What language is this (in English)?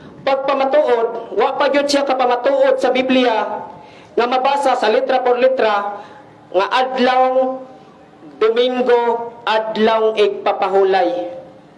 Cebuano